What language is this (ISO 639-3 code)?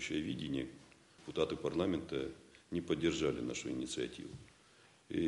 rus